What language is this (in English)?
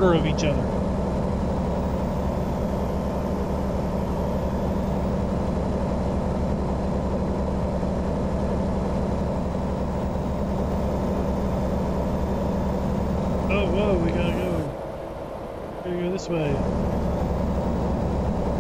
English